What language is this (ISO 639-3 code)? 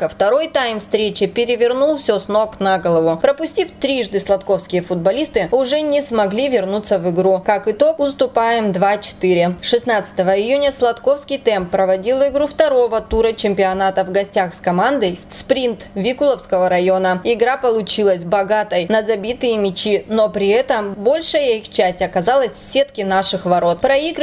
rus